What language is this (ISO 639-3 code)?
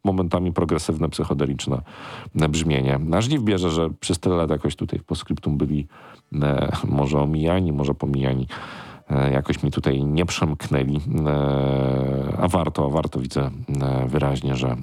pol